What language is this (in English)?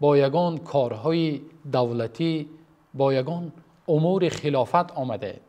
Tajik